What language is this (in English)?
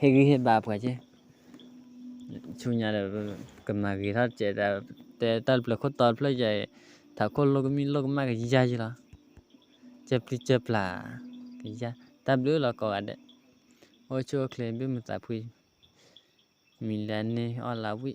S'gaw Karen